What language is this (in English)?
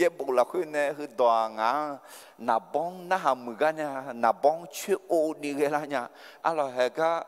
Akha